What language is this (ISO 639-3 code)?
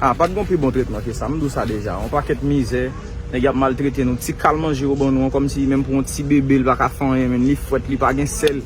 hat